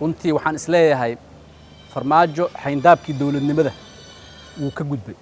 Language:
Somali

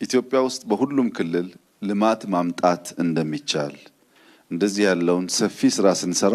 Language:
Amharic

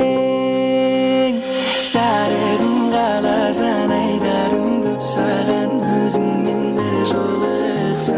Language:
Kara-Kalpak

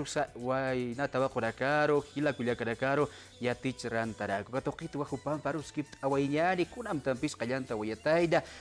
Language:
Aymara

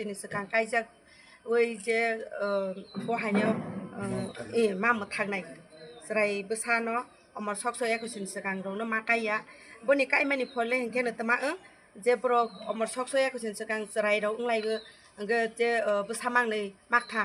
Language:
Kok Borok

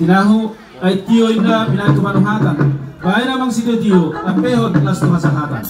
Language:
Batak Toba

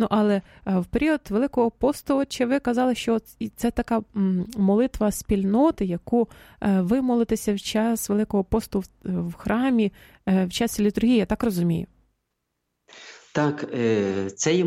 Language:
Ukrainian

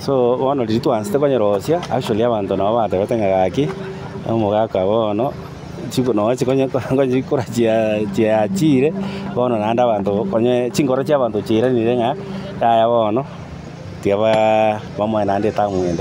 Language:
Gusii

